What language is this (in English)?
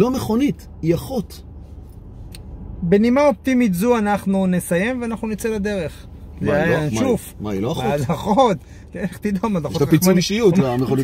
Hebrew